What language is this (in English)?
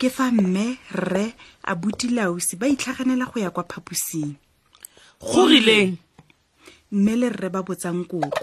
Tswana